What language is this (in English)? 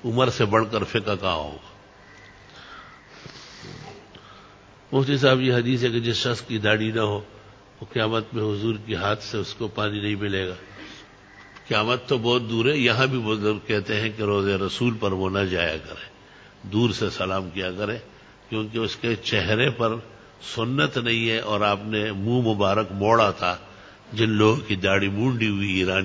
Urdu